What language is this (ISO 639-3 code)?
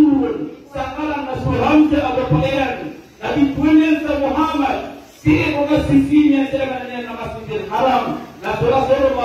mrw